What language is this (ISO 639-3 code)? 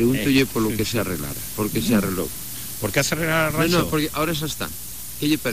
glg